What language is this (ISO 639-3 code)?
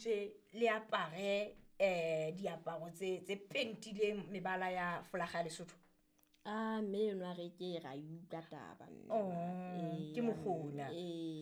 sot